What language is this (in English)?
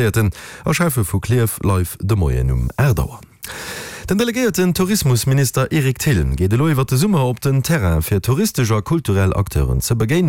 Luxembourgish